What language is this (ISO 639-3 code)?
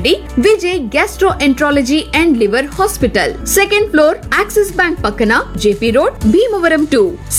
tel